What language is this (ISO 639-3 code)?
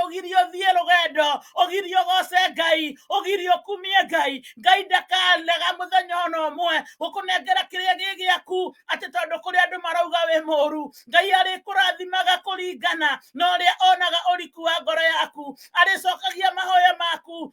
kik